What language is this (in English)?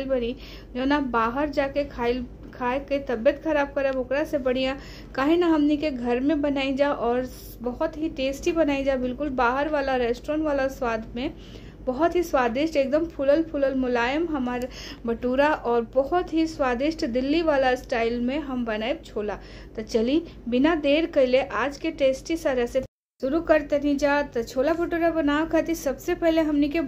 Bhojpuri